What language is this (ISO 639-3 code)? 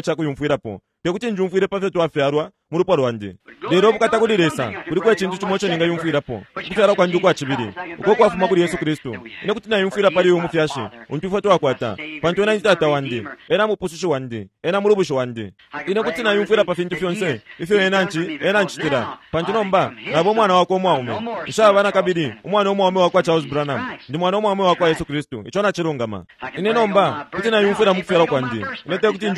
bem